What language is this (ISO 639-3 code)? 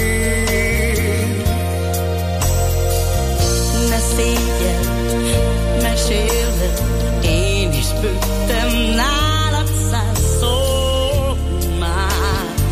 hun